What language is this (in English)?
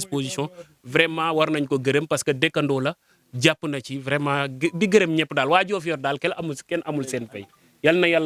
Wolof